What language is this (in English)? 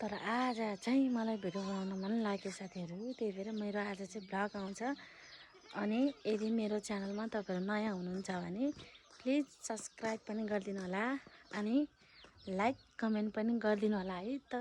Nepali